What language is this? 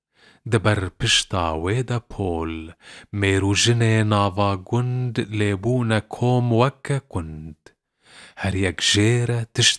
Kurdish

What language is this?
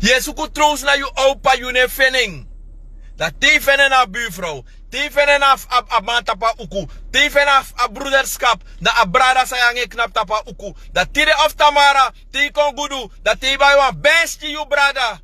Sranan Tongo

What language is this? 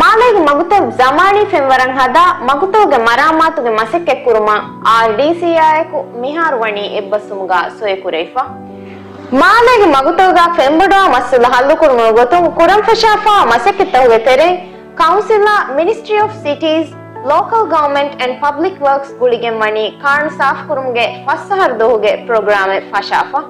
Divehi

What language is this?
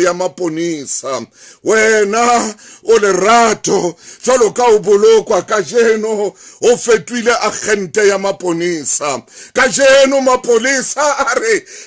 Southern Sotho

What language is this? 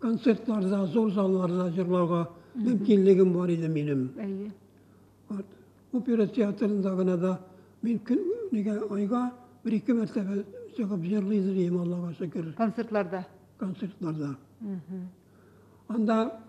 Tatar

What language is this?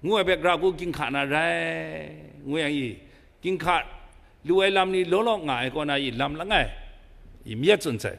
Kachin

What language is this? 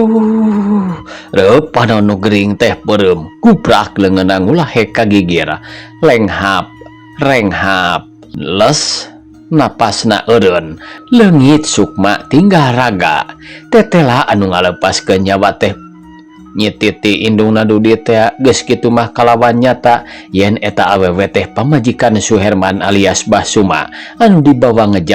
Sundanese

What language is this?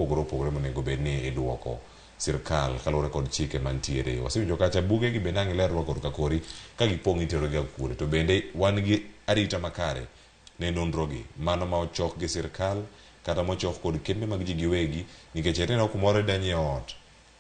Luo (Kenya and Tanzania)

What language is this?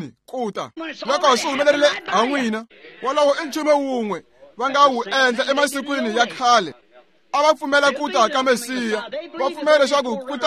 Tsonga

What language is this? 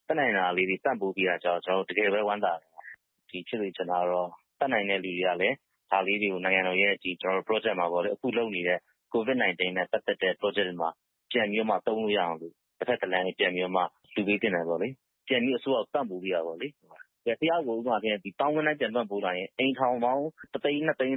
Burmese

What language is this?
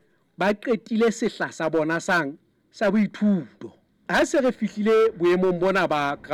Southern Sotho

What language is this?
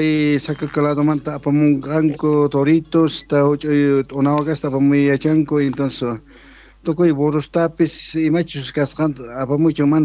South Bolivian Quechua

